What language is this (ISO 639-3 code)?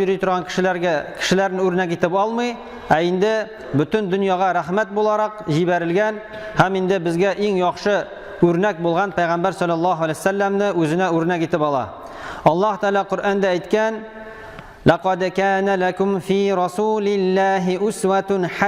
tat